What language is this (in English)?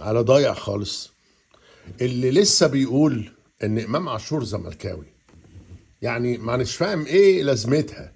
Egyptian Arabic